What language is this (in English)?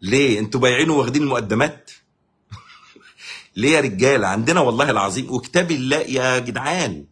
Egyptian Arabic